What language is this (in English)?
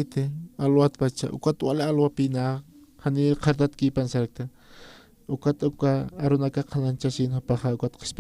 Aymara